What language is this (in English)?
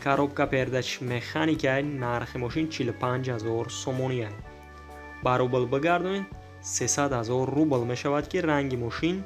Tajik